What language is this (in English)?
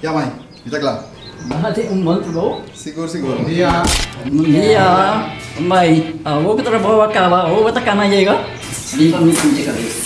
Papiamento